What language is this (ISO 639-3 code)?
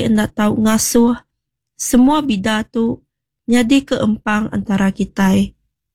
iba